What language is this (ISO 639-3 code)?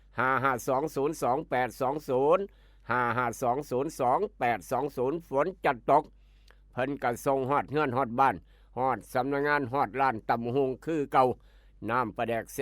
tts